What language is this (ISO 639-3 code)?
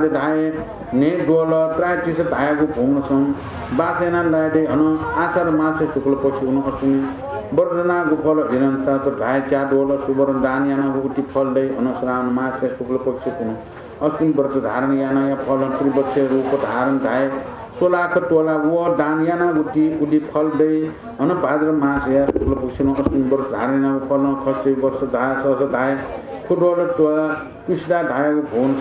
new